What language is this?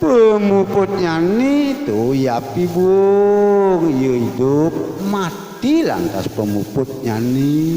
Balinese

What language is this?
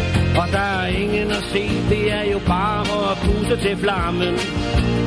Danish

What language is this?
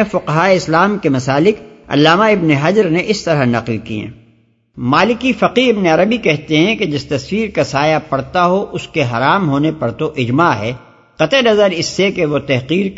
Urdu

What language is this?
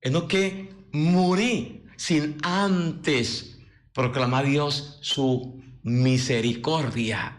Papiamento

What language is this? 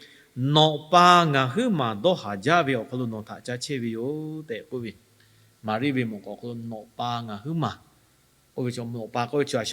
Lahu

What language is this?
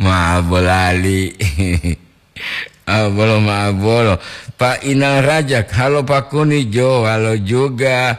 Gorontalo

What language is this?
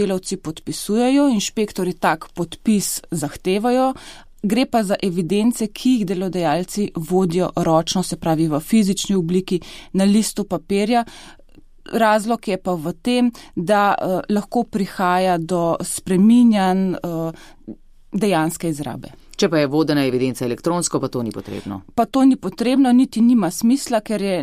Slovenian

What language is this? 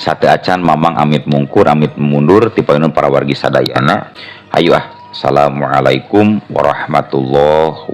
Sundanese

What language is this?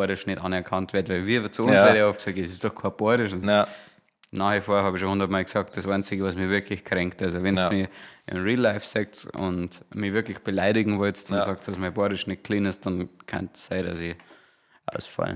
Bavarian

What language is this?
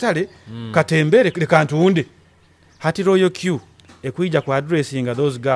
Nyoro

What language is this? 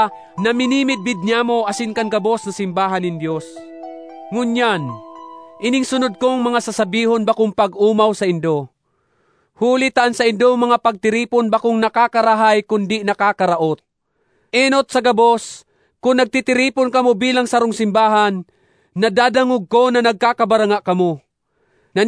Bikol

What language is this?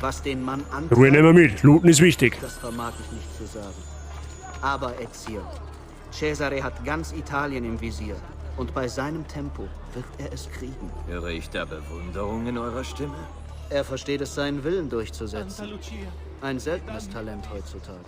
Bavarian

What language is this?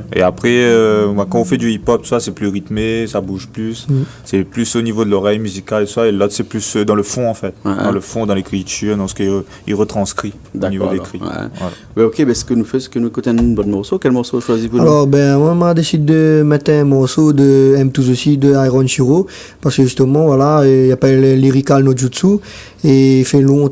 Réunion Creole French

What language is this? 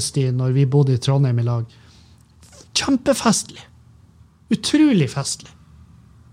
Norwegian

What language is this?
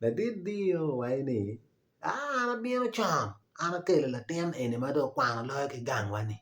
Acoli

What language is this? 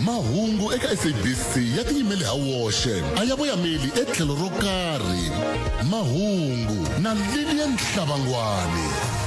Tsonga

